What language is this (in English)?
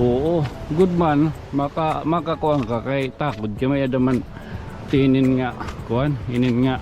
Waray